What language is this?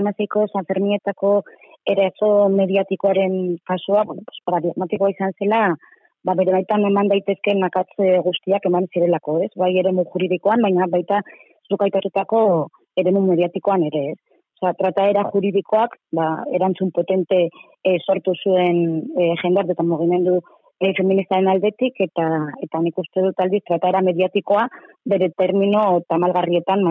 Basque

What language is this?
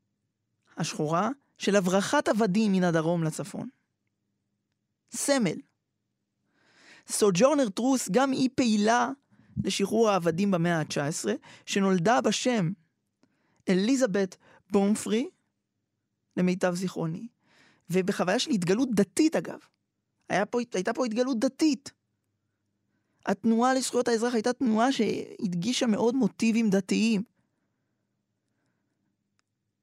Hebrew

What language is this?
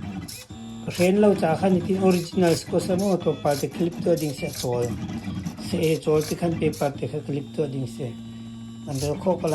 Hakha Chin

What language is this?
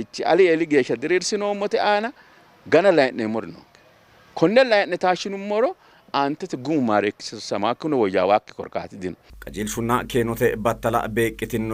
Sidamo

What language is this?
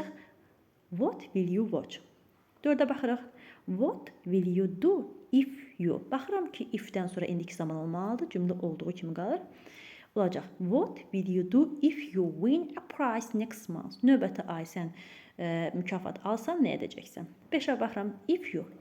Azerbaijani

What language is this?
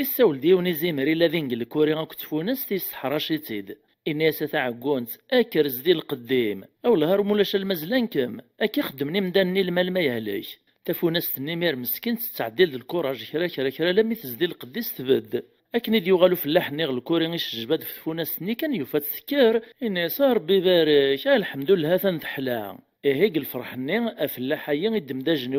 Kabyle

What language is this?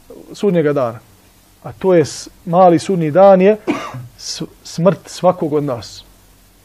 Bosnian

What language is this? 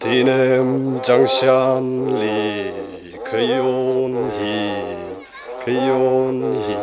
Tangkhul Naga (India)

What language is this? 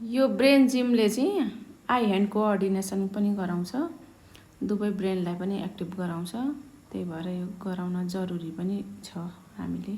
Nepali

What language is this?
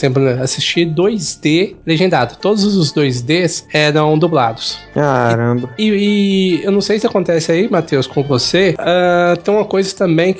Portuguese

